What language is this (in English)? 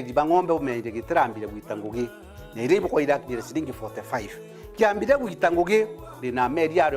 Meru